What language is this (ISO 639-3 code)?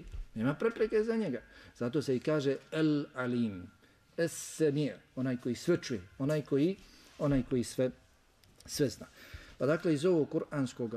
bos